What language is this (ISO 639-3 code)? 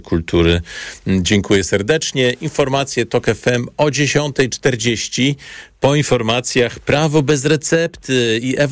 pol